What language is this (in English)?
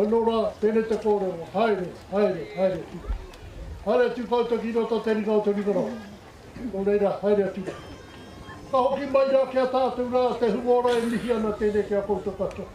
Māori